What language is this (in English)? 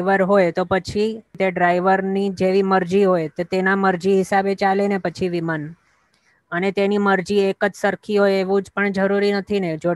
Gujarati